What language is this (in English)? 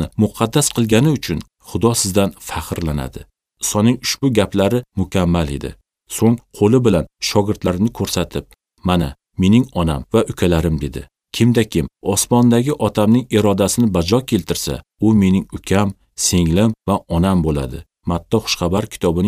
Uzbek